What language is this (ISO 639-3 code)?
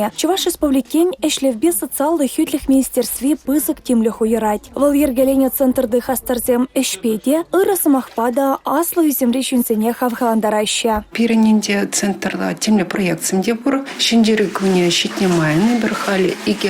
chv